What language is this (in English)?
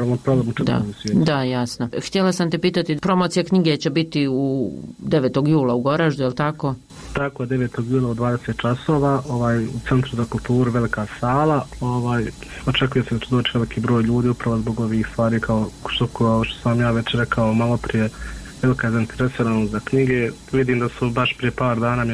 Bosnian